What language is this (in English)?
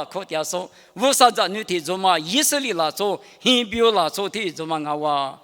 Lisu